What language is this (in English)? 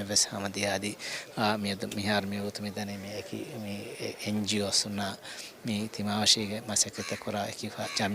Divehi